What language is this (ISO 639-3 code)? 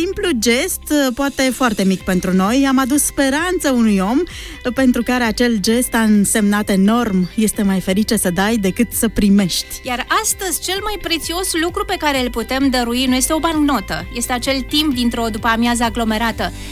ron